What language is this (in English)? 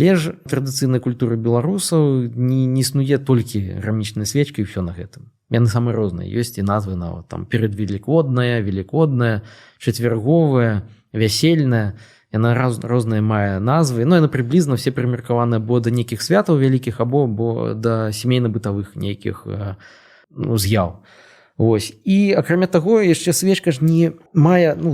Belarusian